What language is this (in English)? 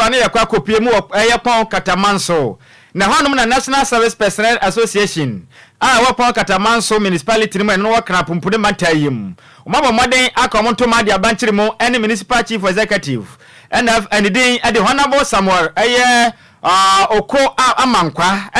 Akan